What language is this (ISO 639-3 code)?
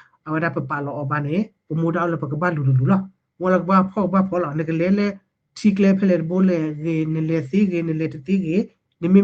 ksw